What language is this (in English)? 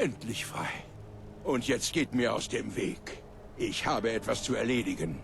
Bavarian